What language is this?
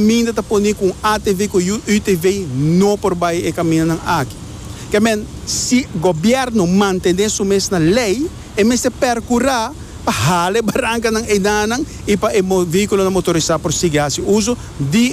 Papiamento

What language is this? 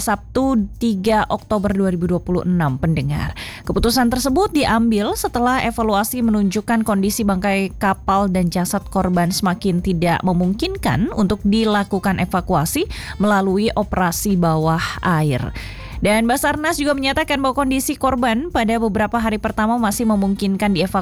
Indonesian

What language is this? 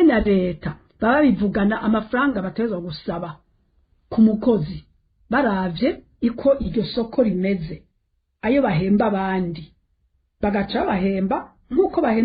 Rundi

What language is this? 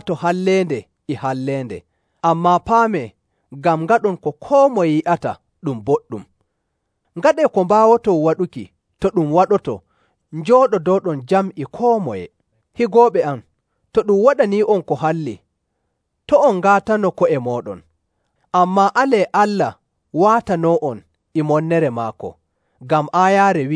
Nigerian Fulfulde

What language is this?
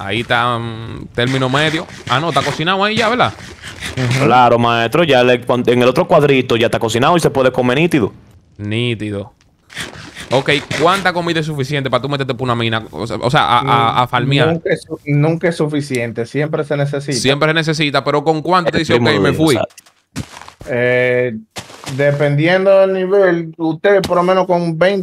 Spanish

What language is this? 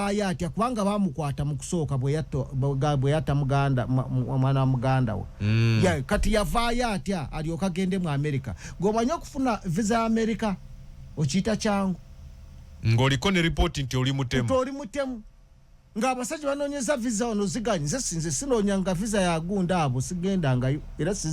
Ganda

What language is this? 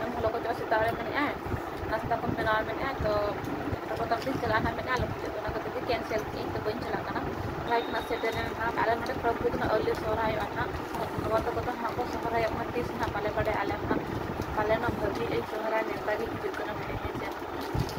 Santali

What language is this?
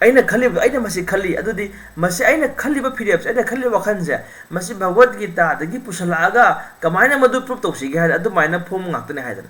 Manipuri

